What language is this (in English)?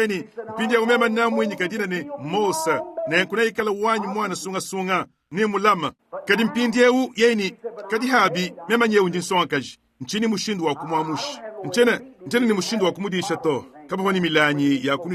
Luba-Lulua